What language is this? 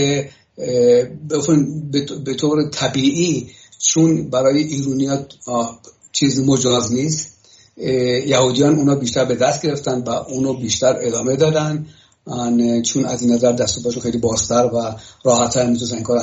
Persian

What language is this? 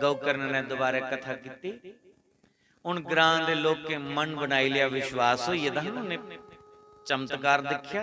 Dogri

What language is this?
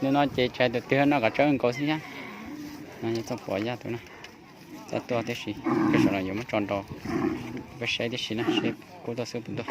Hmong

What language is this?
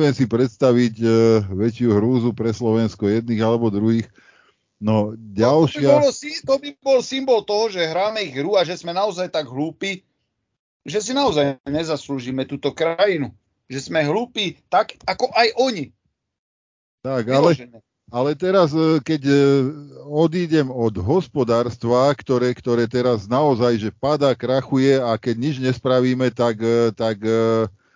Slovak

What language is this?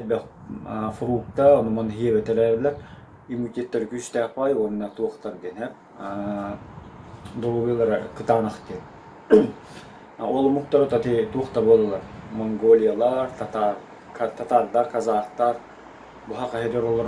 Yakut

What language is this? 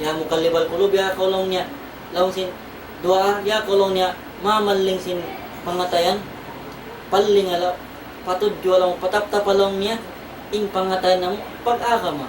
Tausug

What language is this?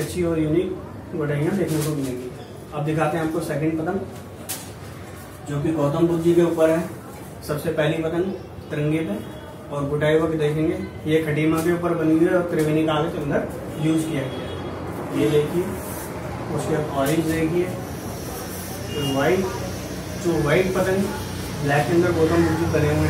Hindi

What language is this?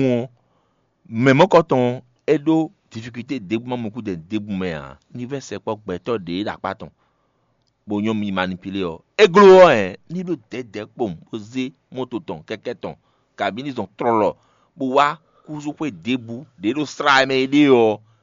Fon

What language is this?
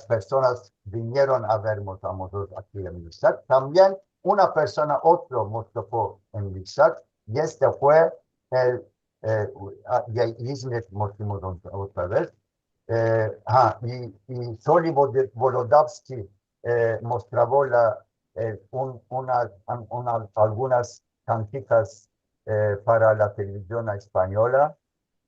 Ladino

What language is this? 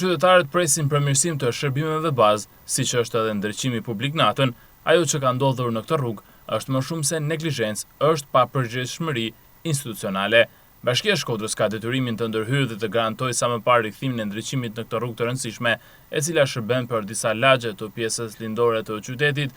Albanian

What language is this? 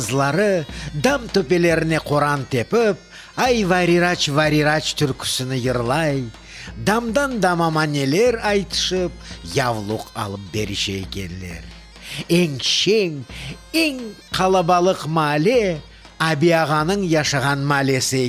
Crimean Tatar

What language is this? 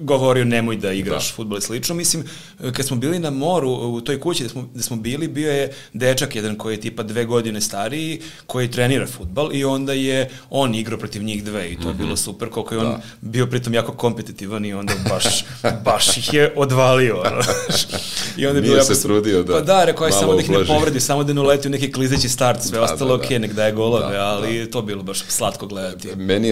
Serbian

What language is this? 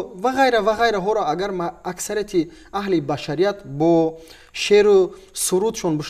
Tajik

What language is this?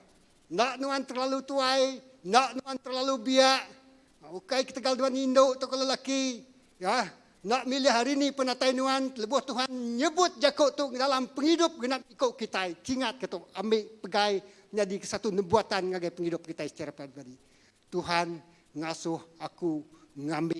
Iban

